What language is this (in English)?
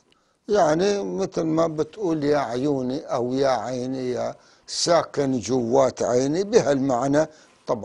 North Levantine Arabic